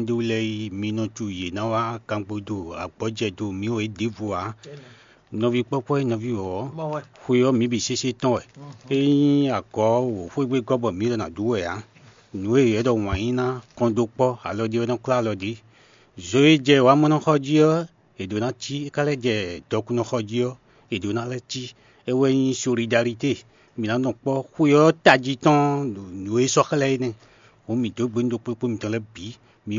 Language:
Fon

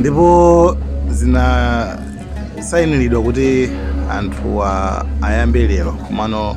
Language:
Nyanja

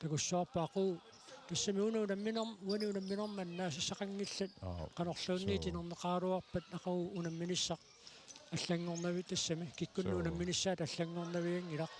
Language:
Kalaallisut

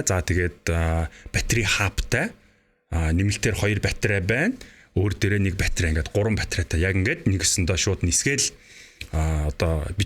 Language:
Mongolian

